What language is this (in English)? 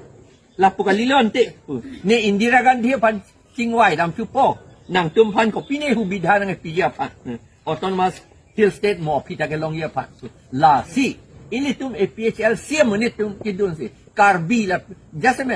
Karbi